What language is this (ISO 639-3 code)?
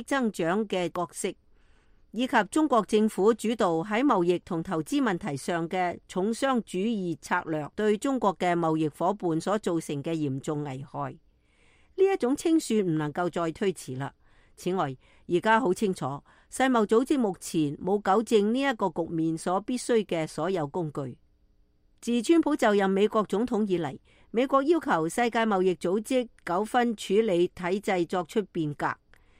yue